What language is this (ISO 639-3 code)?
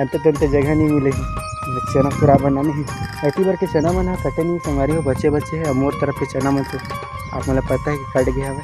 hne